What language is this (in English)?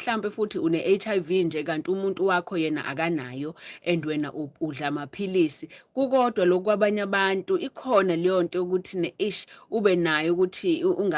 Zulu